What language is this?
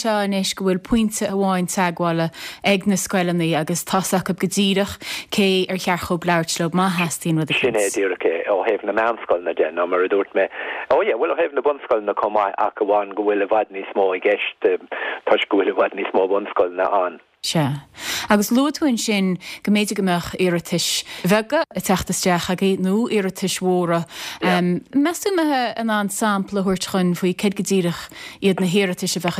Irish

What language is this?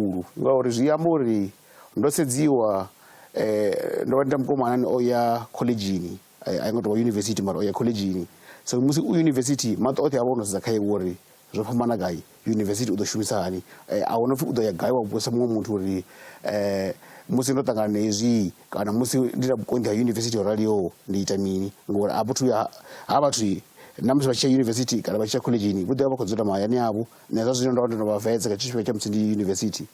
Venda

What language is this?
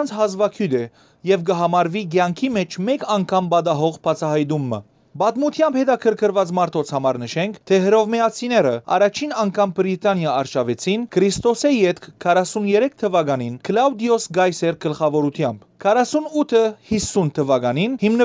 Western Armenian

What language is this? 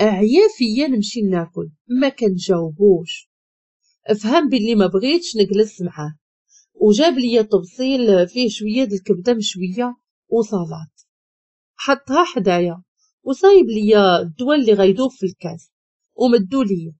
Moroccan Arabic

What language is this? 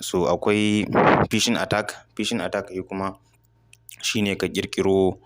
Hausa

